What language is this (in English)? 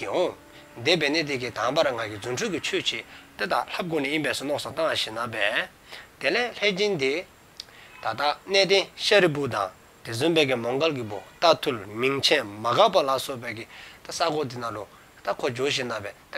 Dzongkha